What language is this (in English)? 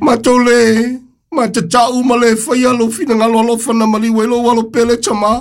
Samoan